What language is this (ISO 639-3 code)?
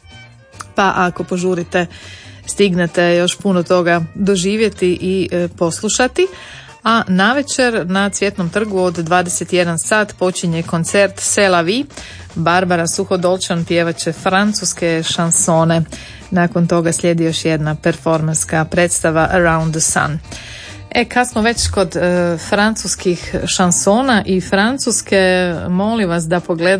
hrv